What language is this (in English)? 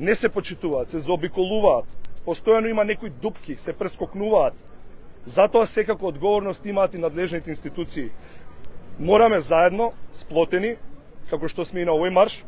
Macedonian